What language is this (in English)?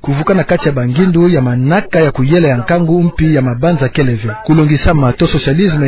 Kituba (Democratic Republic of Congo)